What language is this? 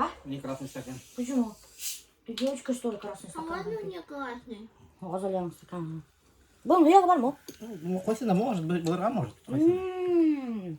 Bashkir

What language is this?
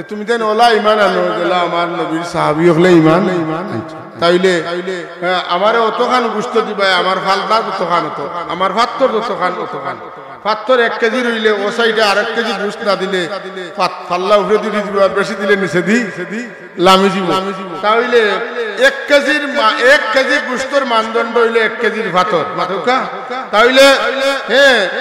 Sylheti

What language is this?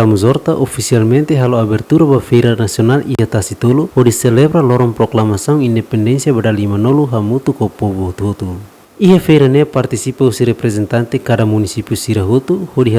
Tetum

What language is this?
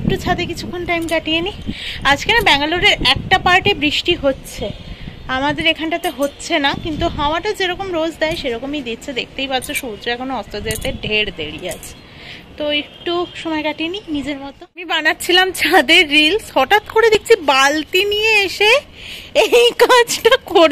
Bangla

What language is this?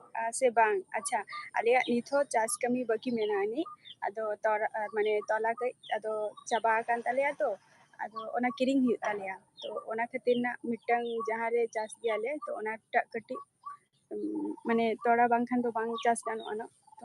Santali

